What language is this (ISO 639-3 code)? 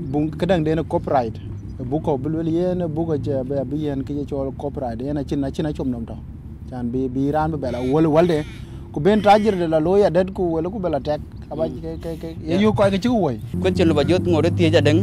din